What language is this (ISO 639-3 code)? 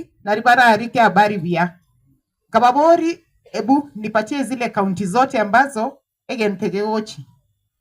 guz